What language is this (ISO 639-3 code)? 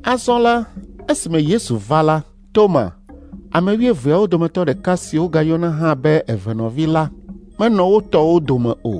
ewe